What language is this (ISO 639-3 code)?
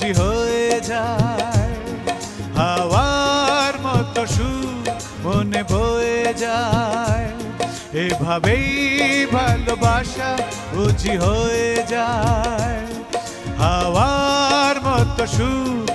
ben